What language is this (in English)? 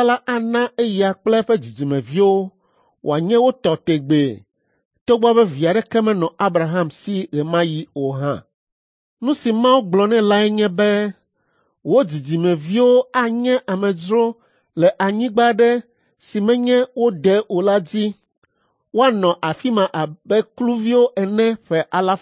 Ewe